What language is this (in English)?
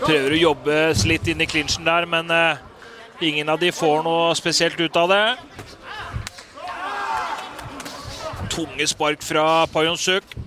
Norwegian